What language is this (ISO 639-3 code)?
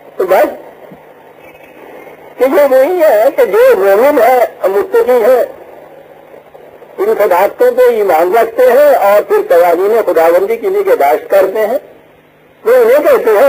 urd